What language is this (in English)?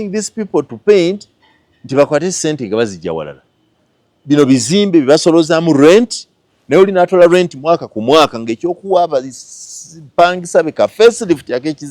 Ganda